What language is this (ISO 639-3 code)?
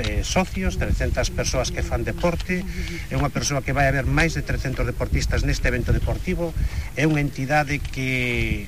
glg